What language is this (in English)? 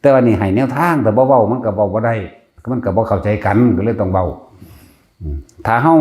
Northeastern Thai